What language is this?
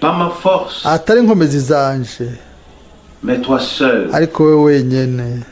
Rundi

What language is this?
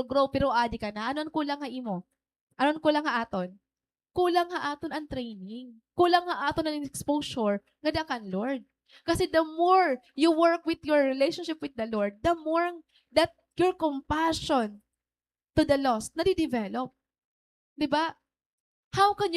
Waray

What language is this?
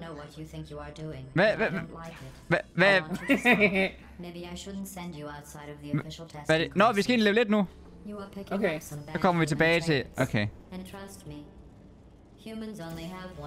Danish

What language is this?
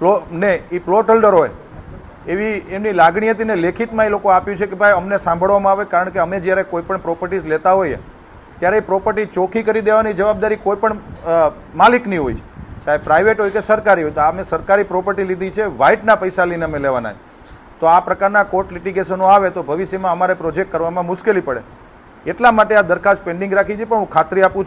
Gujarati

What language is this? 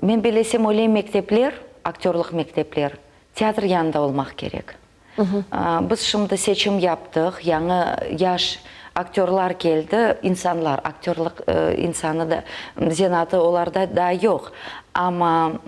Crimean Tatar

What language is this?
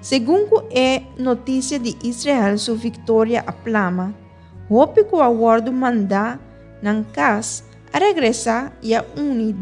Papiamento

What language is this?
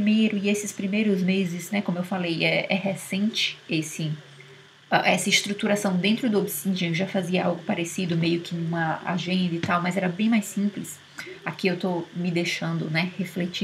Portuguese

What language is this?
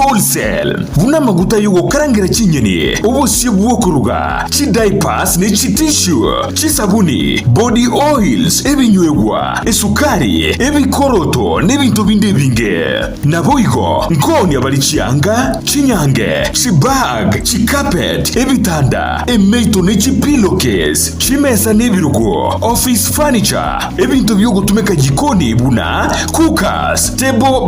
Gusii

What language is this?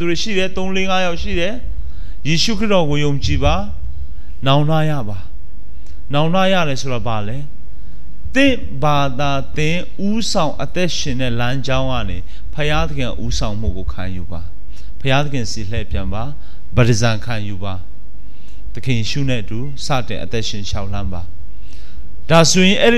Burmese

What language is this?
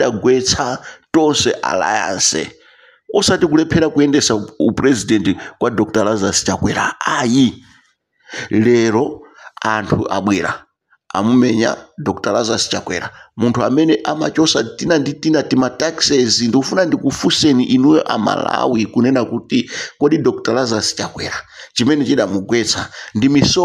Nyanja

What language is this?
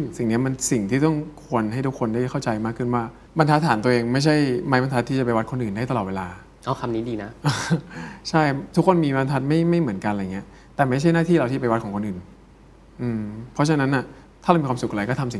Thai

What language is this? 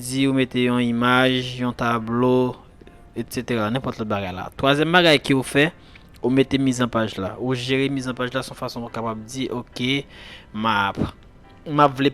Haitian Creole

